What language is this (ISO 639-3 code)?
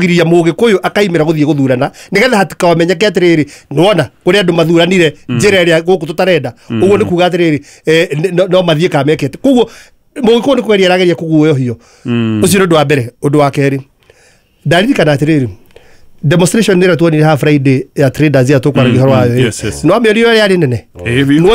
kik